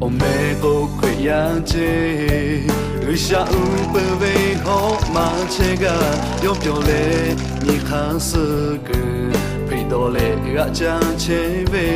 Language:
Lahu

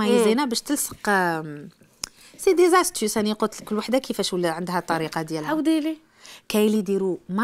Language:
Algerian Arabic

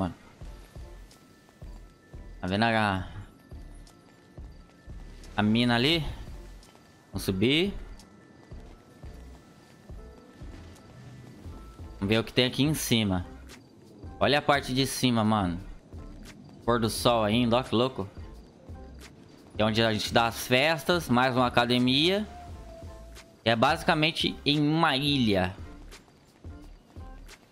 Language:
Portuguese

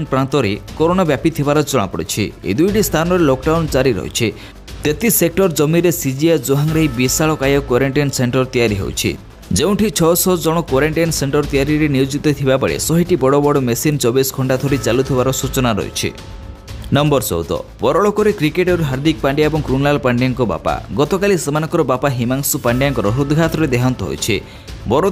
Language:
Odia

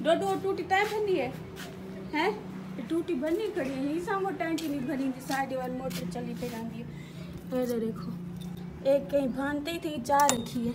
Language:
Saraiki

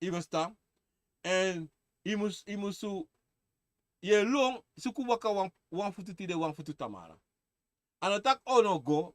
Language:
Sranan Tongo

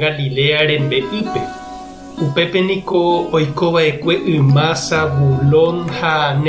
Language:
Guarani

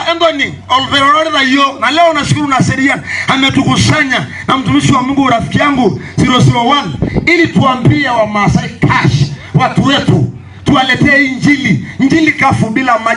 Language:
Masai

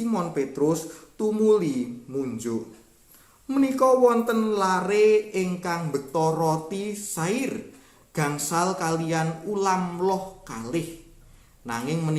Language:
Javanese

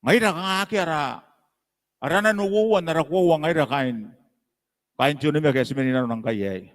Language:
Gilbertese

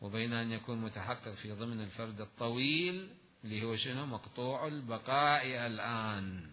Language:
Mesopotamian Arabic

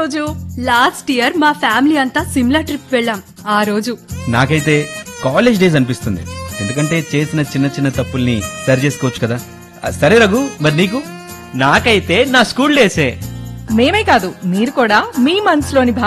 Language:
Telugu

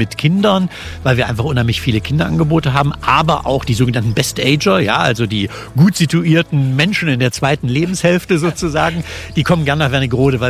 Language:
German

